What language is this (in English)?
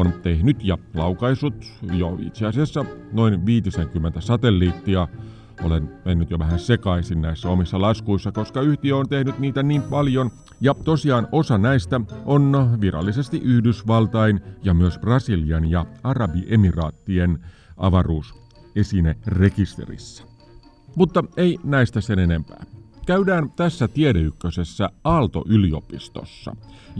Finnish